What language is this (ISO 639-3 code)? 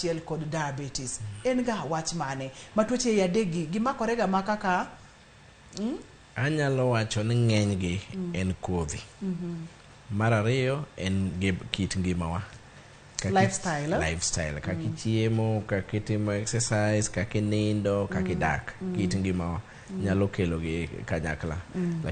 luo